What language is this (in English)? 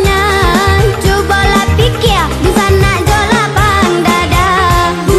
Minangkabau